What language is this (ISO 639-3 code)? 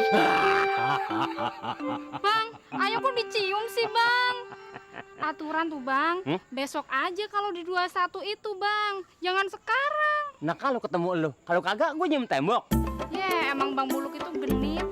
bew